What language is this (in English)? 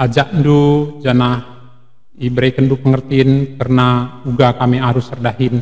Batak Karo